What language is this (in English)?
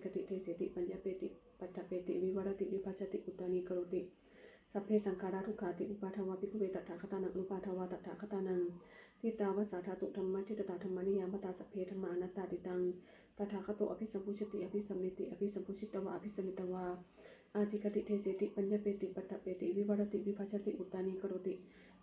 Pali